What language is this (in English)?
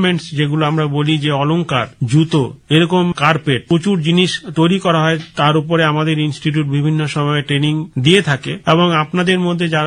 Bangla